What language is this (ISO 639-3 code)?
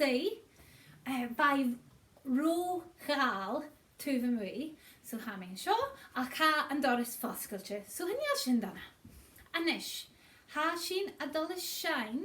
gla